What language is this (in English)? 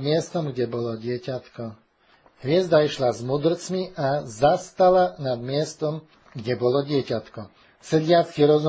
Slovak